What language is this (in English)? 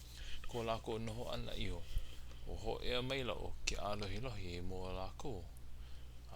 Hawaiian